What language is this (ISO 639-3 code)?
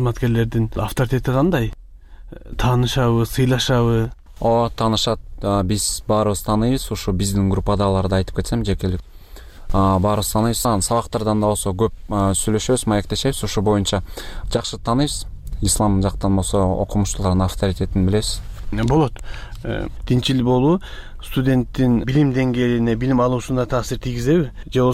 kir